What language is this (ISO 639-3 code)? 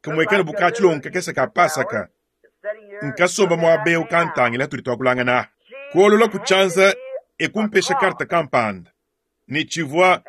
lua